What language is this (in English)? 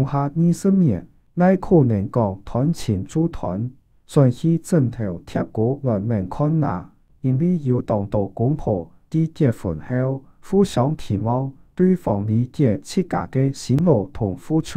Hakka Chinese